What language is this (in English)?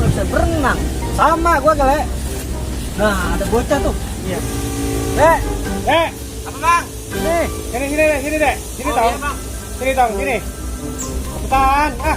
Betawi